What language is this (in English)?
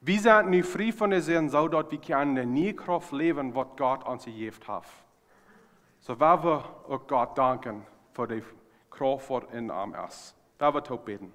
Plautdietsch